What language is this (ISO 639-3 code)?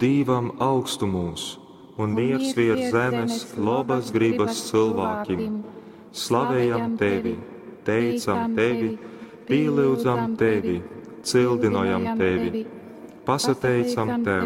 ltg